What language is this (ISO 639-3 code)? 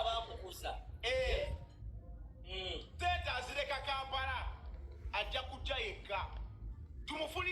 lug